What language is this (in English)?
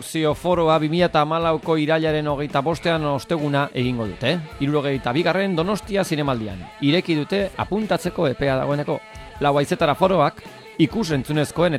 Basque